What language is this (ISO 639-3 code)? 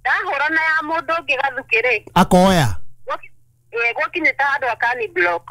kik